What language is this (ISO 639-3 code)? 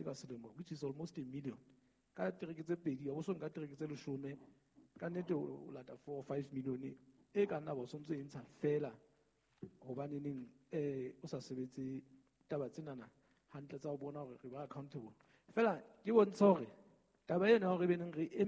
sot